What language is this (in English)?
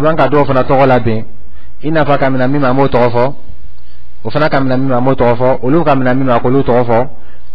Dyula